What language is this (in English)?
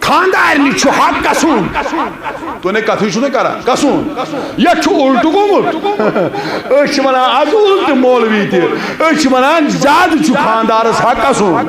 Kashmiri